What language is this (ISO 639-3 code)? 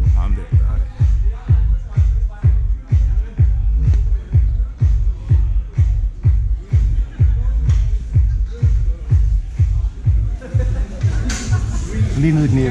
dan